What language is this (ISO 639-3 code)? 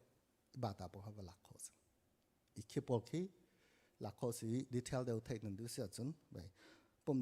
cnh